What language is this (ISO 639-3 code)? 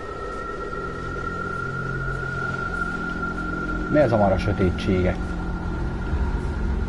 hun